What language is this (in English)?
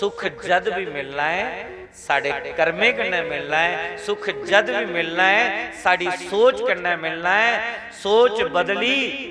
Dogri